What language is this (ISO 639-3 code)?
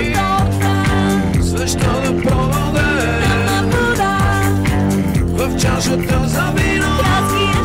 bul